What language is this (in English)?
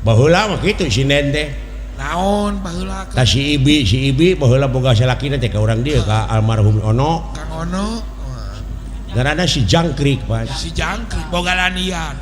Sundanese